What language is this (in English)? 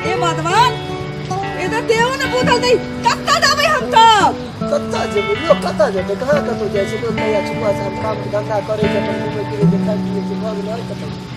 Maithili